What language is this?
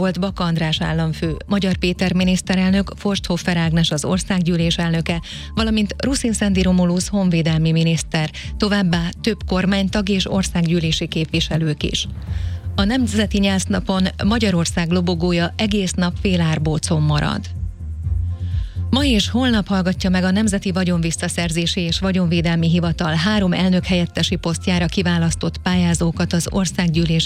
Hungarian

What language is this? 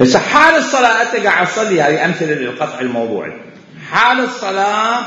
Mesopotamian Arabic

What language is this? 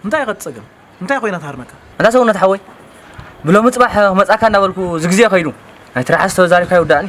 Tigrinya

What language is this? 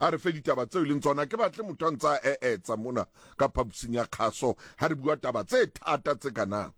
Southern Sotho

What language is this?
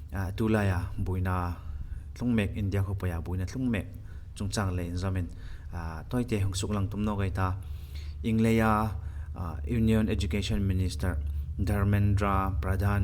Hmar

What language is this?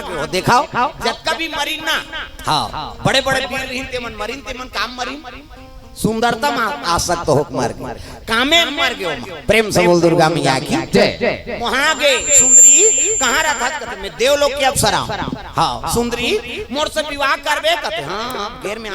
Chhattisgarhi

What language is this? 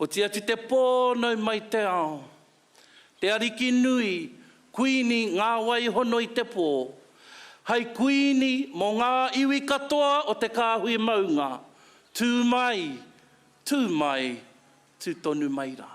Māori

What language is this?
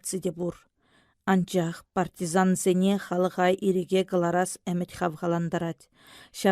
Chuvash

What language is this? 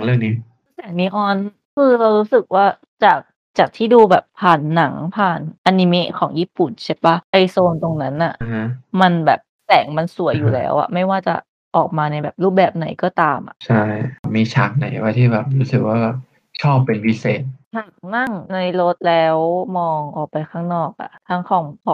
Thai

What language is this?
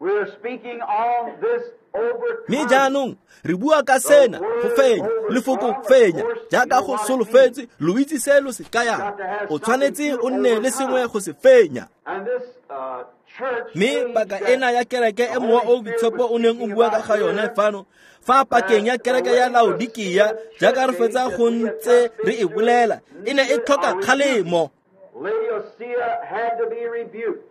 Tswana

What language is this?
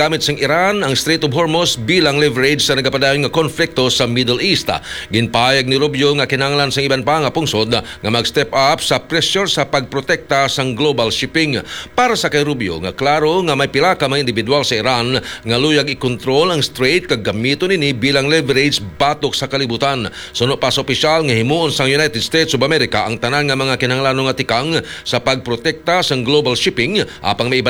Hiligaynon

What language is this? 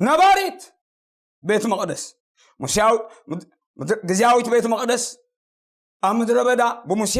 Tigrinya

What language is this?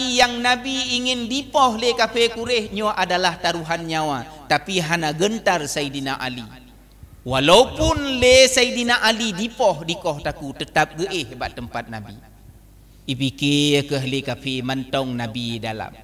Achinese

